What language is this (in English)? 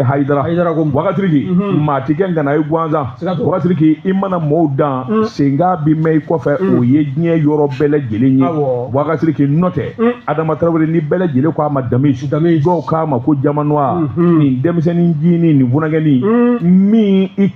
Bambara